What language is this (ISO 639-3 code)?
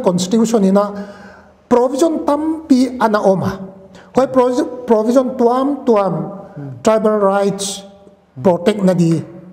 pck